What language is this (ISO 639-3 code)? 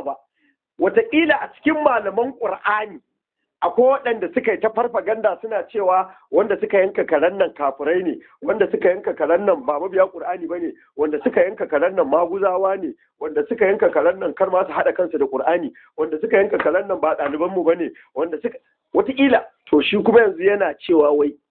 hau